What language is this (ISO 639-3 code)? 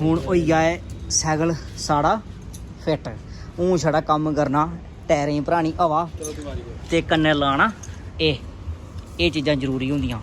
doi